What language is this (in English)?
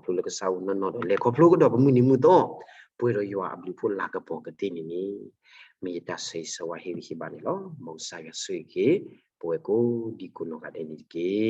S'gaw Karen